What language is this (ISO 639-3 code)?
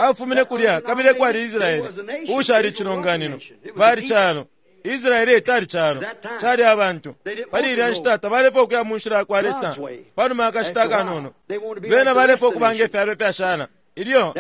bem